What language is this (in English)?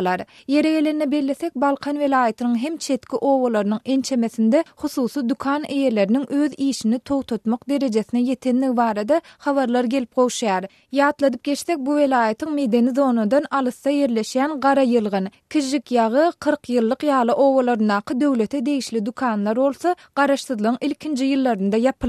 Turkmen